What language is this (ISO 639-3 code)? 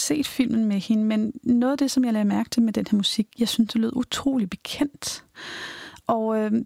dan